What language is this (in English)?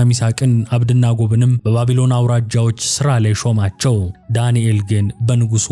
Amharic